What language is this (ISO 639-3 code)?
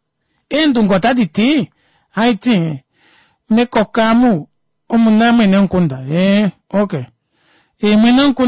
kua